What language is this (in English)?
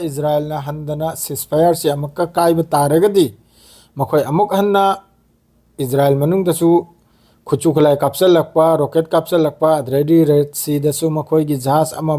Manipuri